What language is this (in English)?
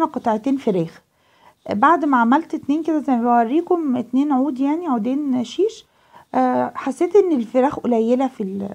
Egyptian Arabic